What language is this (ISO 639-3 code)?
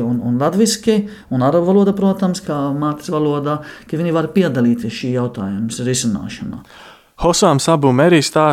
lav